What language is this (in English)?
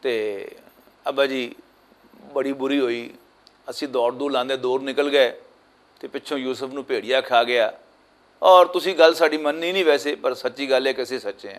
Western Panjabi